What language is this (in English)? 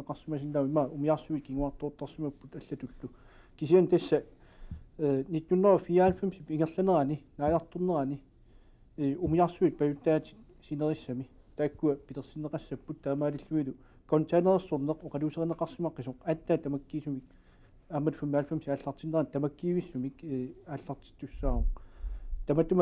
Kalaallisut